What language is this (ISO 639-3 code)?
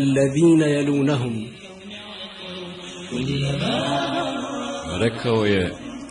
bos